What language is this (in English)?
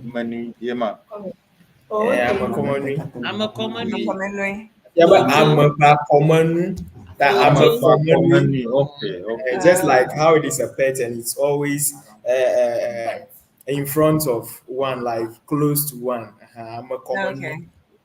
Ewe